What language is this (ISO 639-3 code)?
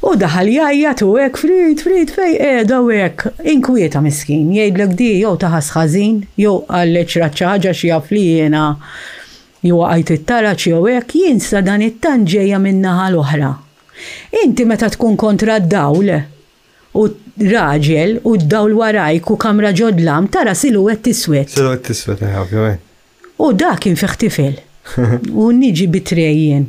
mlt